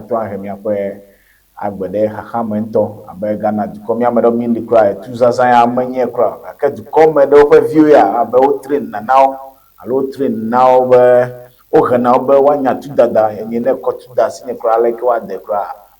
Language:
Ewe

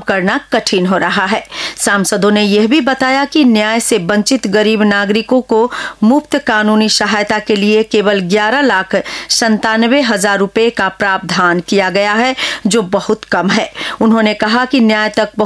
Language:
Hindi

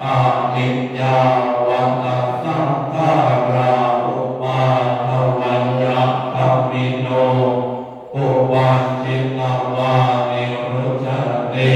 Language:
Pali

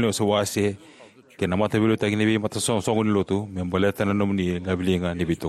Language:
Fijian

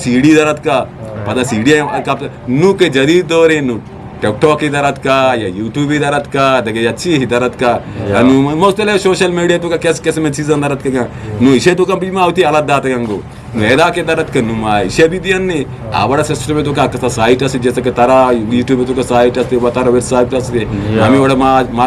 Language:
Eastern Balochi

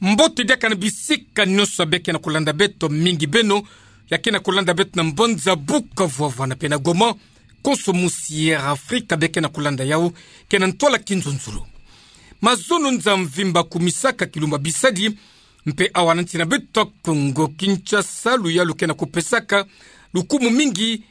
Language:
Kituba (Democratic Republic of Congo)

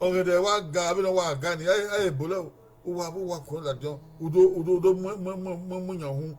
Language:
Bini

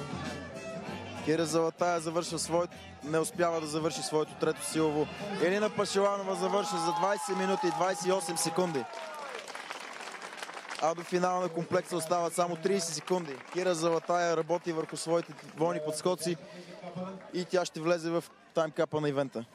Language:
Bulgarian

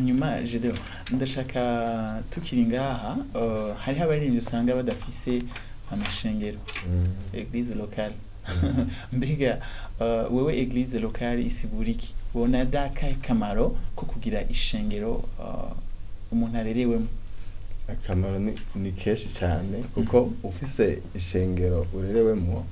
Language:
Rundi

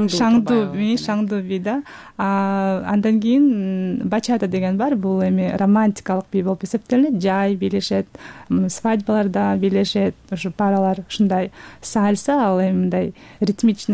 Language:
Kyrgyz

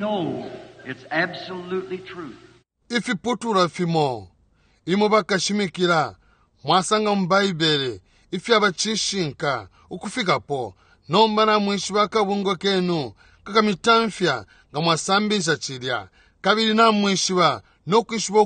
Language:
Bemba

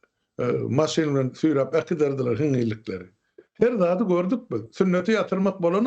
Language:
Turkmen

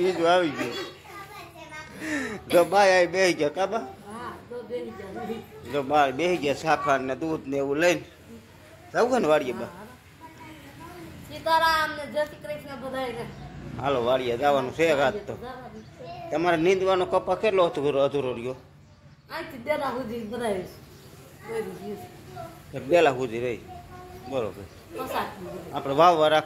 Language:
Gujarati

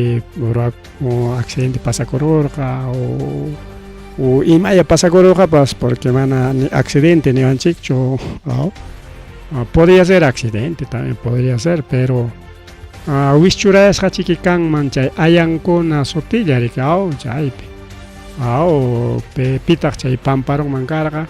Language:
Ayacucho Quechua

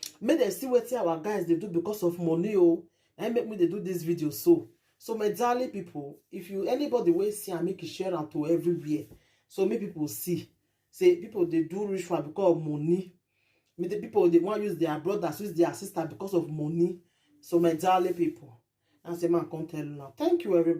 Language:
Nigerian Pidgin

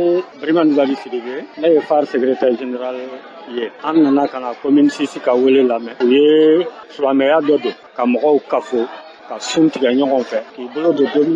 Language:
Bambara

